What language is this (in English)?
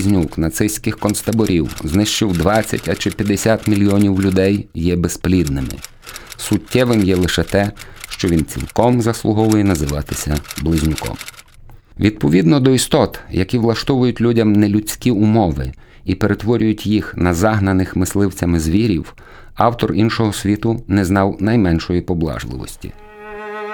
Ukrainian